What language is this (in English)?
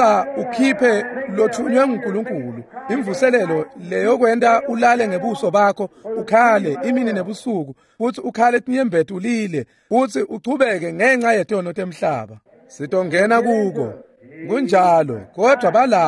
Swati